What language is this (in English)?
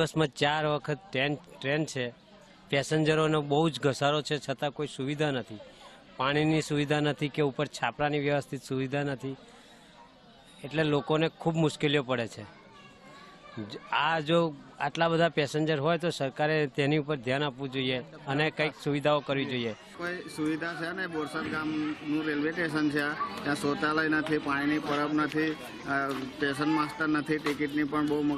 Gujarati